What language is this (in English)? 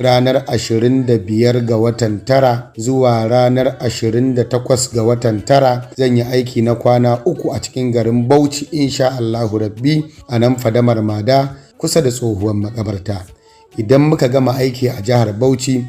Hausa